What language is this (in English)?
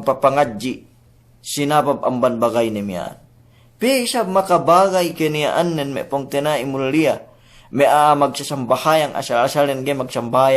Yakan